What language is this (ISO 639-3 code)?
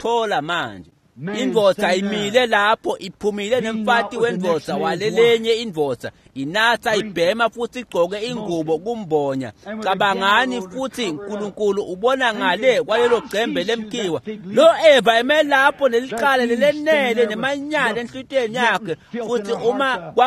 ssw